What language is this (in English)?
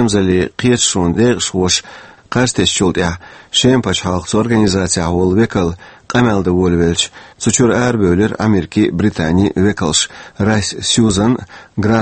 Chechen